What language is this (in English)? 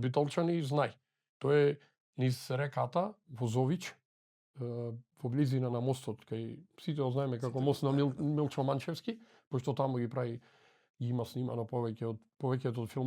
Macedonian